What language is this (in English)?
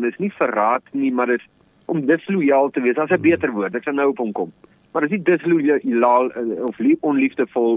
Afrikaans